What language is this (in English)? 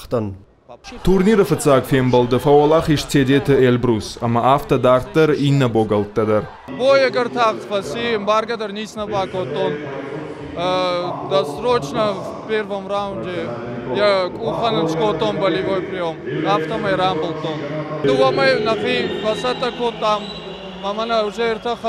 Ossetic